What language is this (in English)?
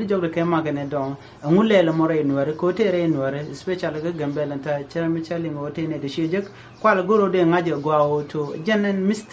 Nuer